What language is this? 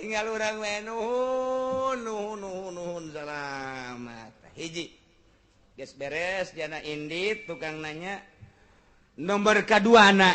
Sundanese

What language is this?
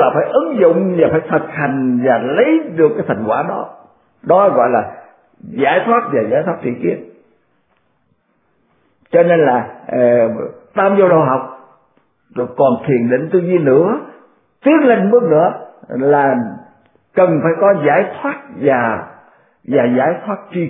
Vietnamese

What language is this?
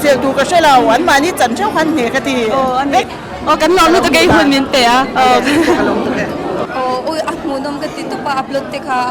Mizo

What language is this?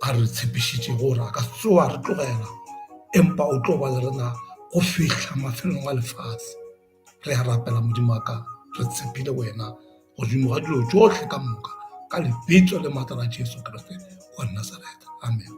Northern Sotho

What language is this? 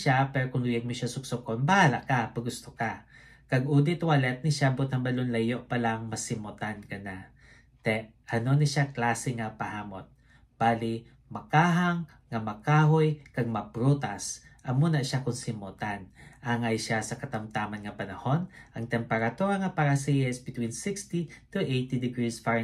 Hiligaynon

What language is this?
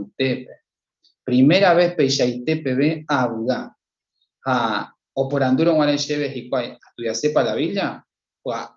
Guarani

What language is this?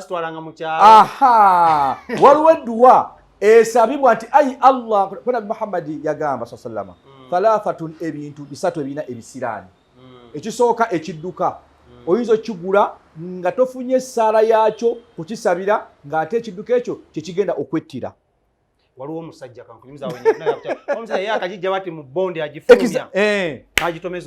Ganda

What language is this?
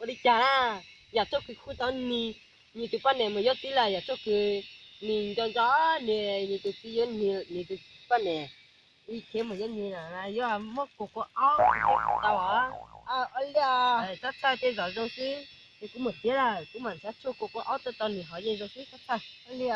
Hmong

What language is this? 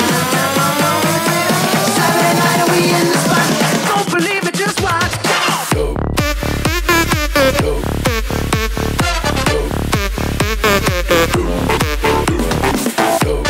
Kara-Kalpak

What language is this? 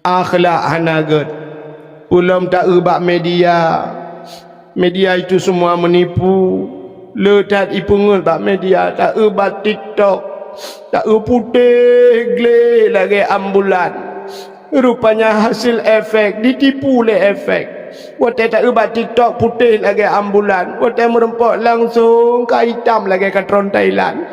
Achinese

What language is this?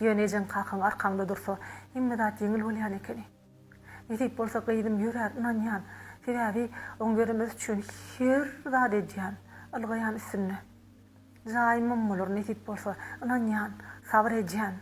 Turkmen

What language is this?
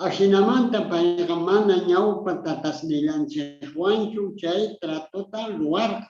South Bolivian Quechua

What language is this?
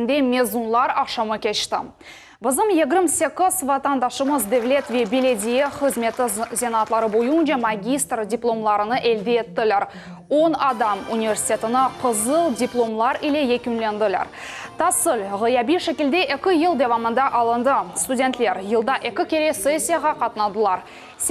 Crimean Tatar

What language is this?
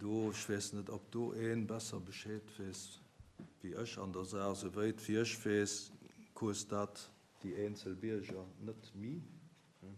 Luxembourgish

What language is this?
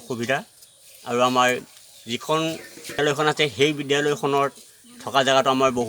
Assamese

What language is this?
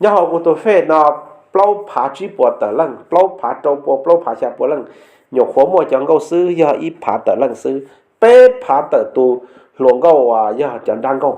Hmong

